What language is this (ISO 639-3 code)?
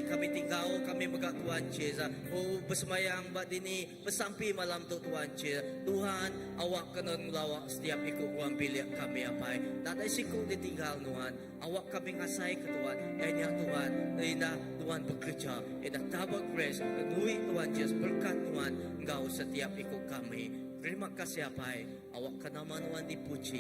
iba